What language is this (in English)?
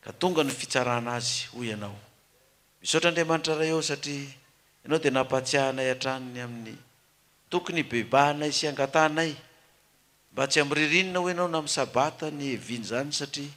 Malagasy